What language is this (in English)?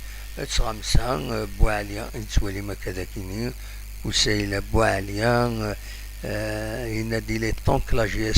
Kabyle